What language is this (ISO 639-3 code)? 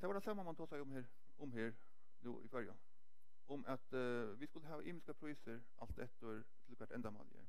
fao